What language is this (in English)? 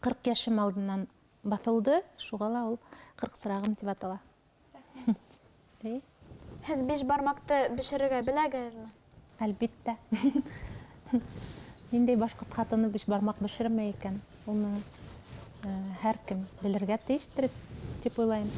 Bashkir